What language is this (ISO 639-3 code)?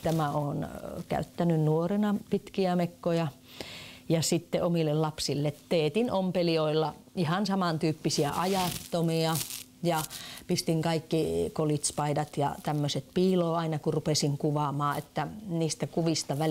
fin